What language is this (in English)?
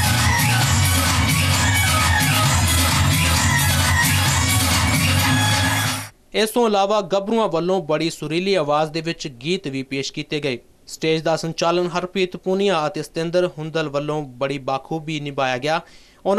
Punjabi